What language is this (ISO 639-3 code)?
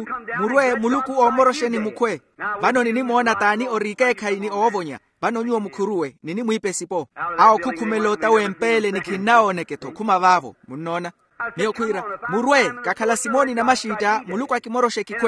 vmw